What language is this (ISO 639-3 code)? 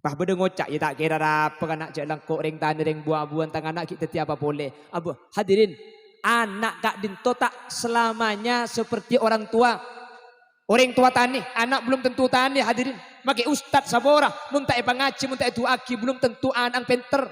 mad